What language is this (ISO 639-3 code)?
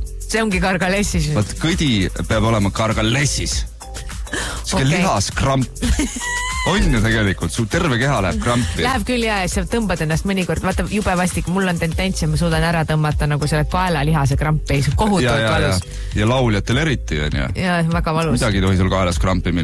est